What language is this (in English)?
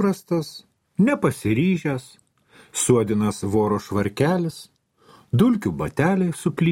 Lithuanian